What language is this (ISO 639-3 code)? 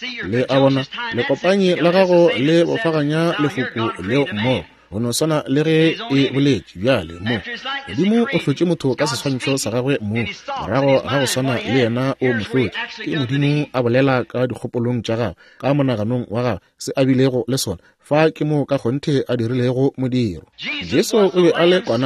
nso